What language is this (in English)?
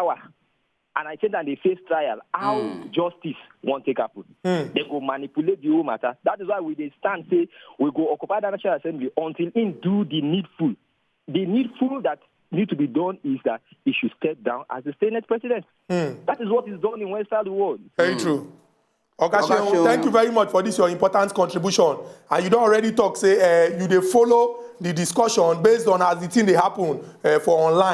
Nigerian Pidgin